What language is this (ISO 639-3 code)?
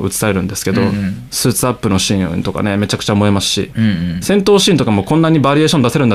jpn